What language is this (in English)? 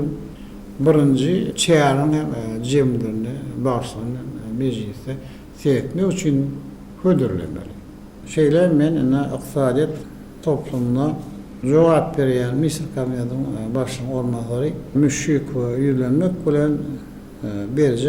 Turkmen